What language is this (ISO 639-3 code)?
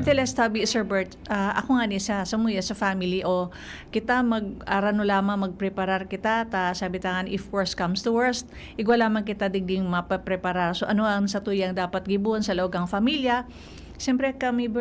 bik